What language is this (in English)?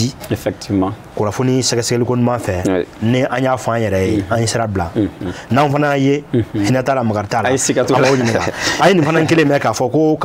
Bambara